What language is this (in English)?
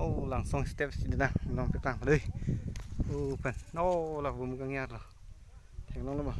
Karbi